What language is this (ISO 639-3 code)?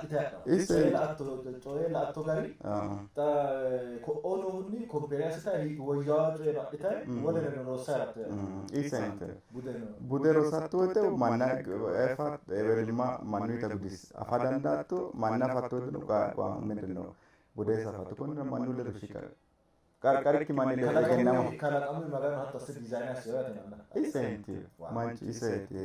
sid